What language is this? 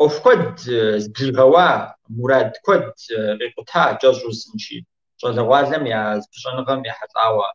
Kabardian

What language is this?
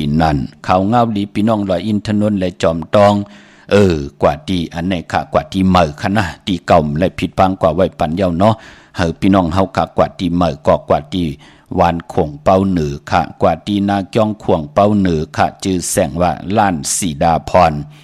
Shan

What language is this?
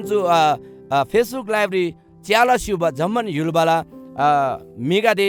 Eastern Tamang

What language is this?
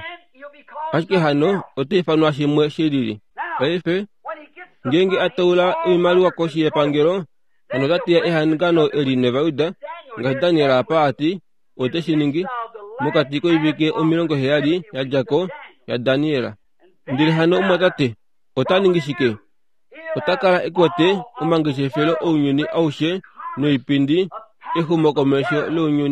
Kuanyama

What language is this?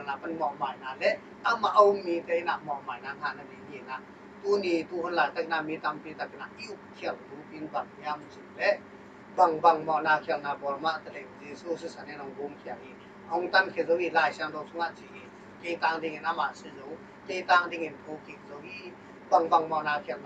Tedim Chin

